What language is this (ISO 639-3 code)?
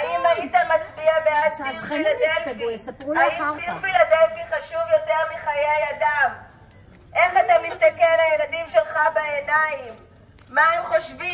heb